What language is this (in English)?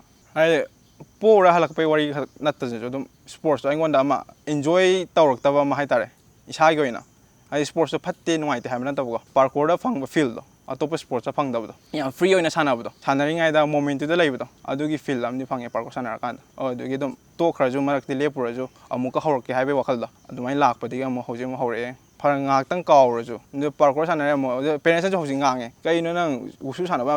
Manipuri